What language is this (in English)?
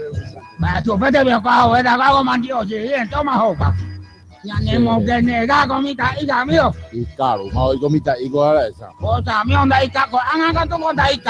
Guarani